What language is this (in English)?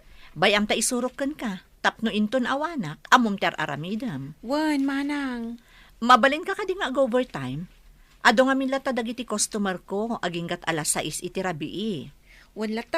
Iloko